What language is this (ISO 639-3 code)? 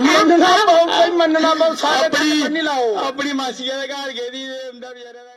doi